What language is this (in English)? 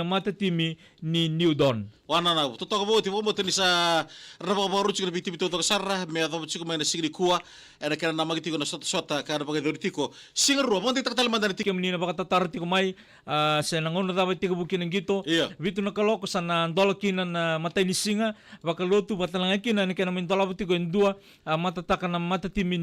Fijian